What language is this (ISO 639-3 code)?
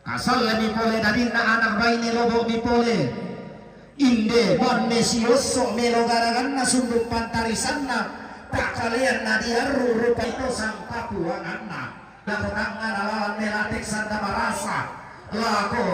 sda